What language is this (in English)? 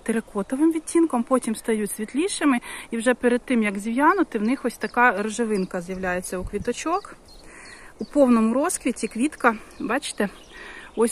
Ukrainian